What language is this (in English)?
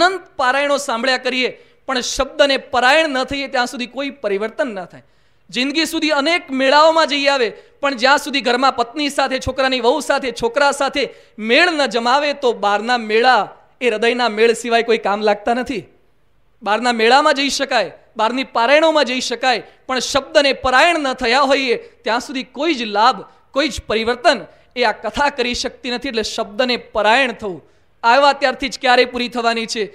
Gujarati